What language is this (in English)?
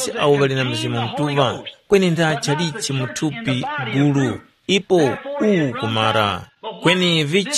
Tumbuka